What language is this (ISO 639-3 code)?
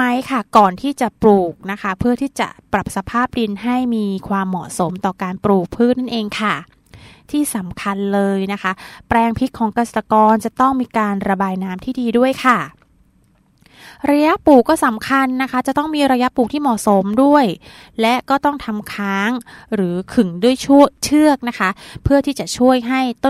tha